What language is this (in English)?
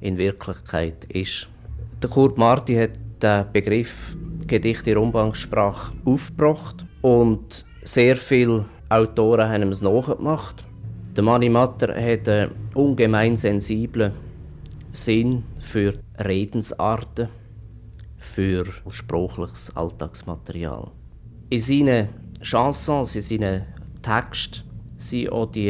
Swiss German